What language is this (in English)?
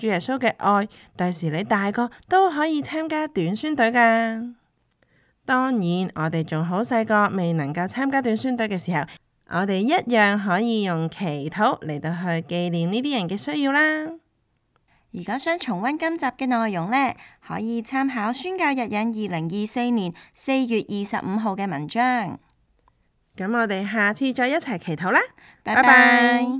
Cantonese